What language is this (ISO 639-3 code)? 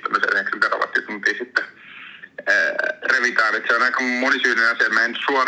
fin